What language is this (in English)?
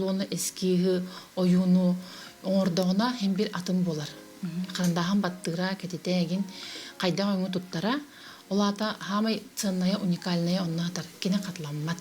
Yakut